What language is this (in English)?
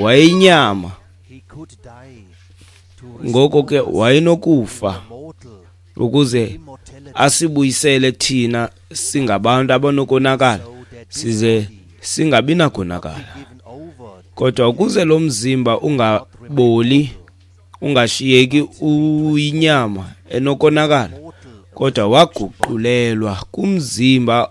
Xhosa